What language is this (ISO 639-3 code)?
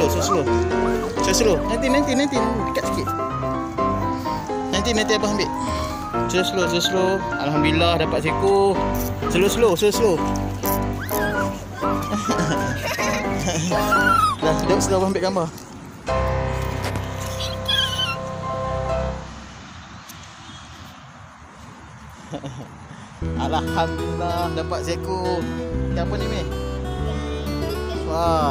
msa